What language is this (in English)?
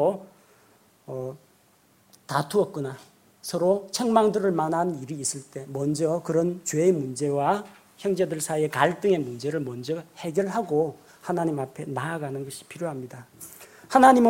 Korean